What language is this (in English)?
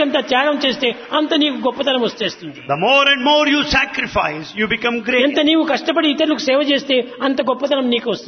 Telugu